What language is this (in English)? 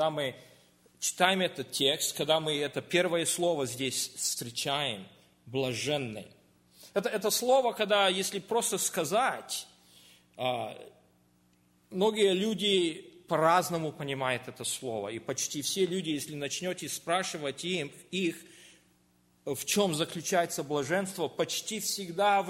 Russian